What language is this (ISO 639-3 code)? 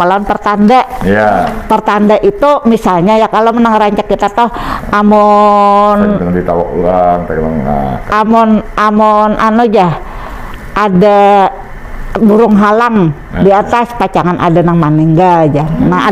bjn